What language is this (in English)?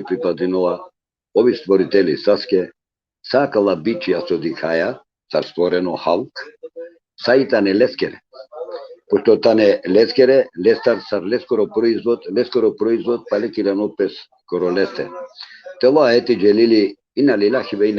Balkan Romani